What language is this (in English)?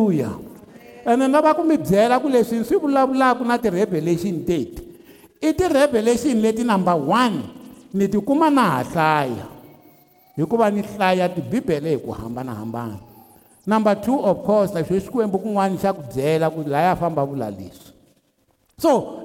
Tsonga